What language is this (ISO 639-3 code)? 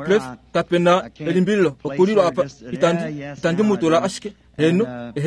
kua